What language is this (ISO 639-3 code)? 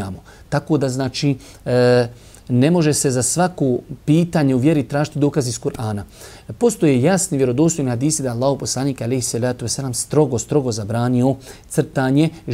bos